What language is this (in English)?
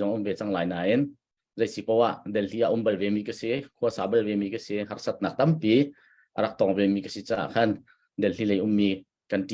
Hakha Chin